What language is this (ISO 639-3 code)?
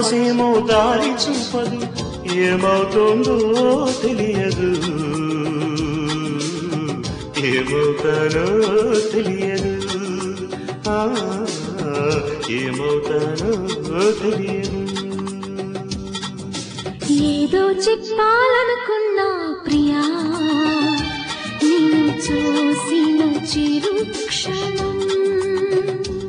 tel